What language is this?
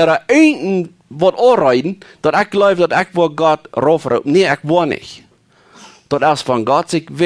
Plautdietsch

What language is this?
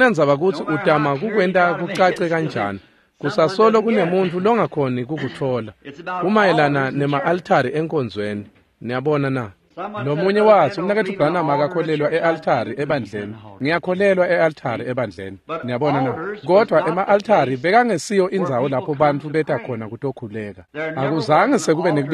Swati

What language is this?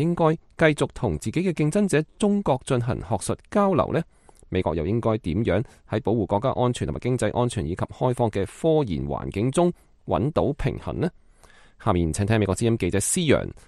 Cantonese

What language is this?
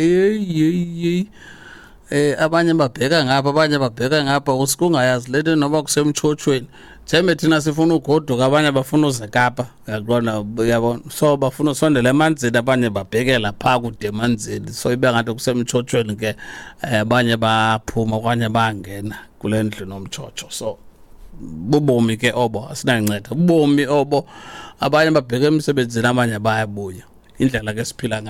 Xhosa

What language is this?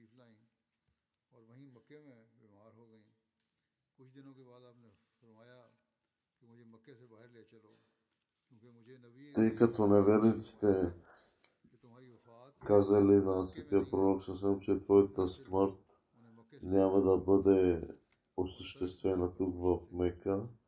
Bulgarian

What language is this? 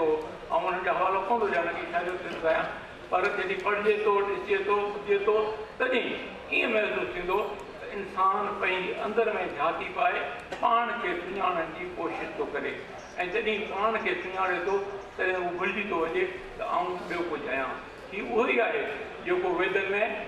Sindhi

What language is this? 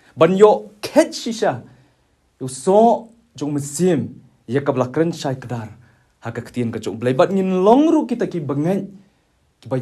Khasi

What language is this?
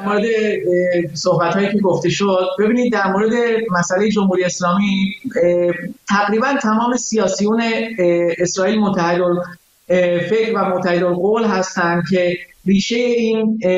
Persian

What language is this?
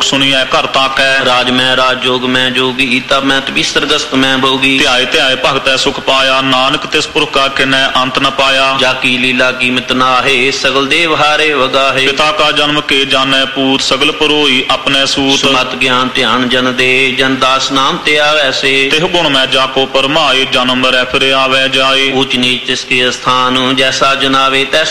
Punjabi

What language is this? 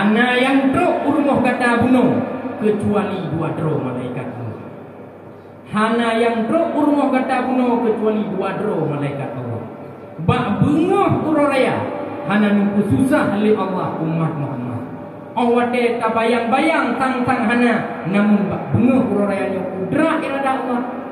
Achinese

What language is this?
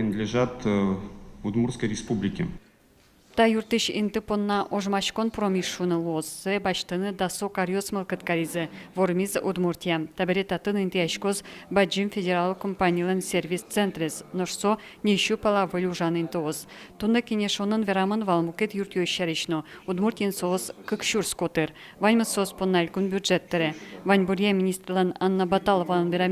Udmurt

